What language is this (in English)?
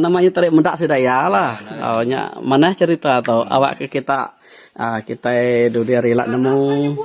Iban